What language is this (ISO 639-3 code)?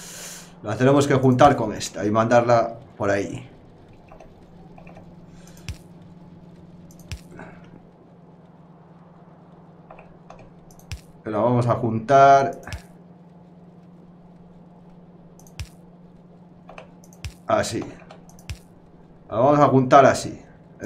spa